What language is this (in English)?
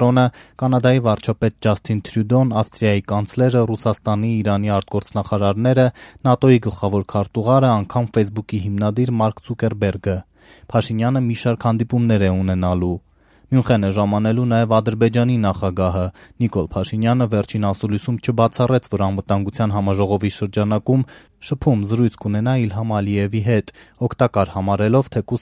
Armenian